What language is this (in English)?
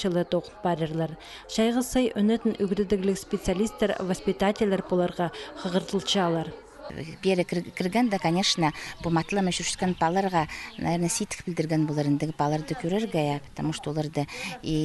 Khakas